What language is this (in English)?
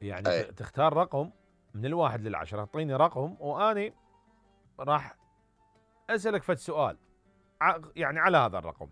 Mesopotamian Arabic